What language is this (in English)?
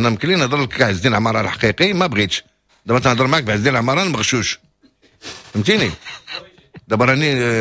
Moroccan Arabic